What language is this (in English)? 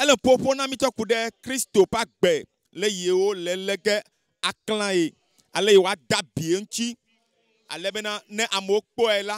Ewe